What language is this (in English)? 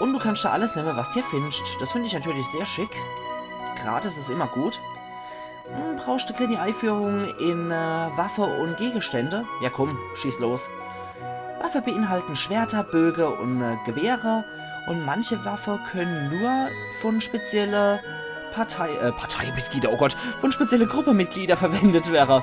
Palatine German